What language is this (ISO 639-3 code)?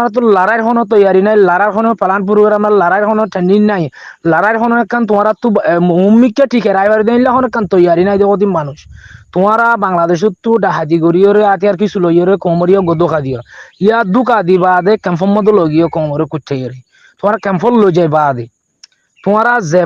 rhg